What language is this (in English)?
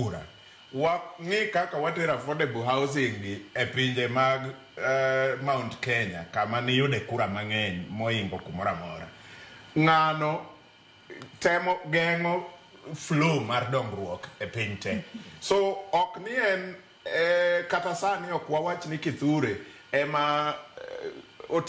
Luo (Kenya and Tanzania)